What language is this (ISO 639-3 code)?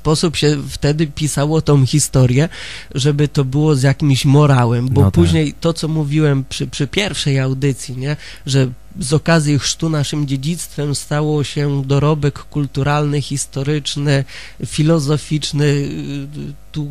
pol